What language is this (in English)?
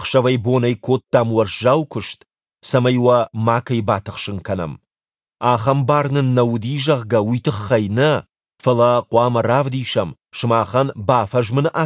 Ossetic